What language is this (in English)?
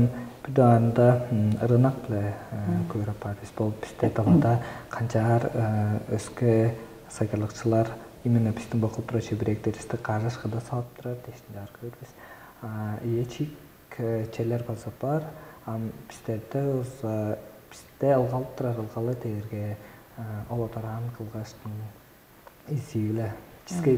Tuvinian